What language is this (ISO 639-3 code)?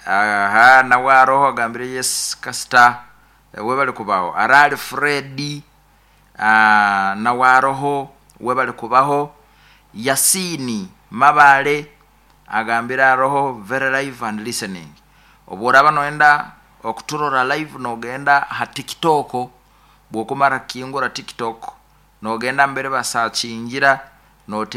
nyo